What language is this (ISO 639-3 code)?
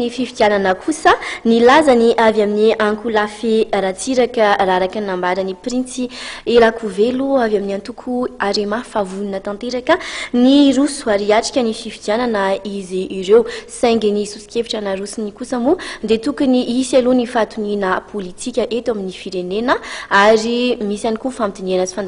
mlg